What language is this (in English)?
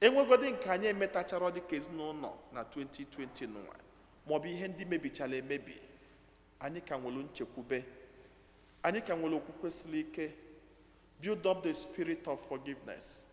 Igbo